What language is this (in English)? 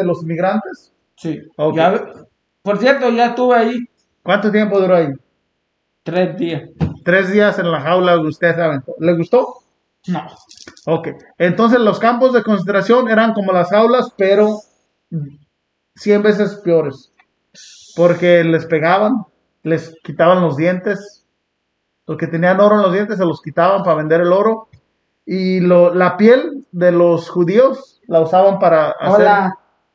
Spanish